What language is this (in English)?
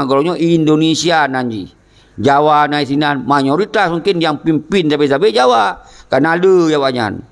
Achinese